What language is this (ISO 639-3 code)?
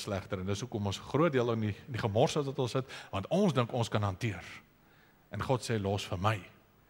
afr